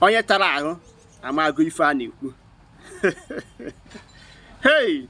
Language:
Igbo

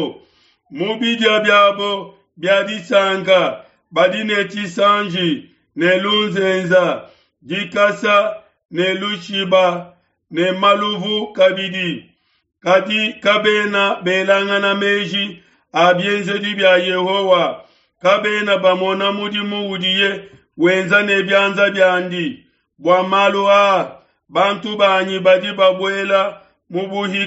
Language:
Luba-Lulua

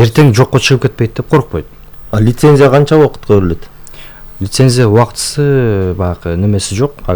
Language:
Kyrgyz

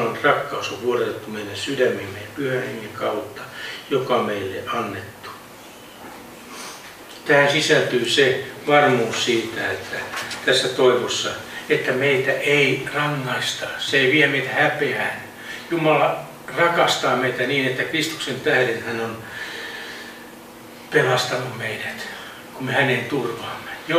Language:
Finnish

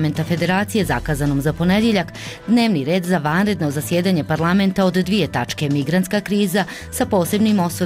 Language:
Bosnian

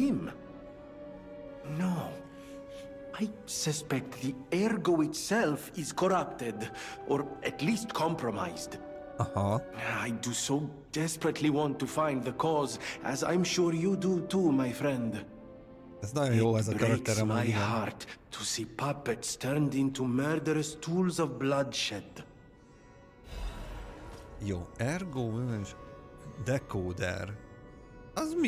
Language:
Hungarian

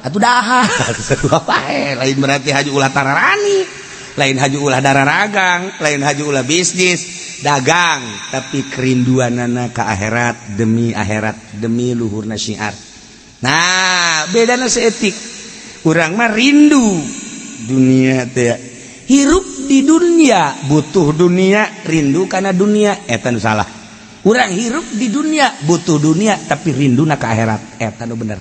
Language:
Sundanese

